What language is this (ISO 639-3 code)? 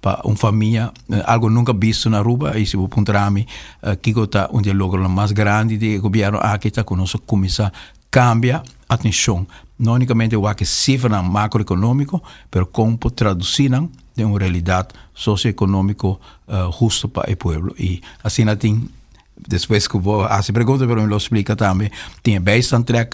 pap